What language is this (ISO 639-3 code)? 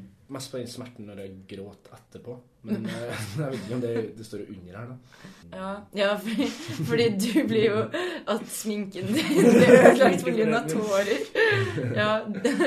nor